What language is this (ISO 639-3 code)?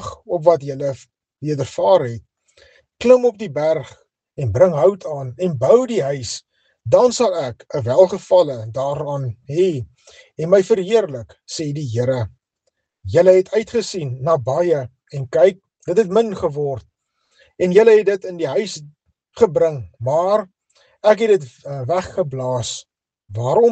afr